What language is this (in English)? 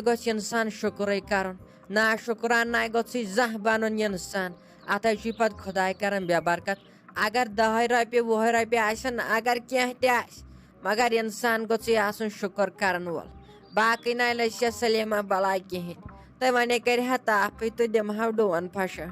Kashmiri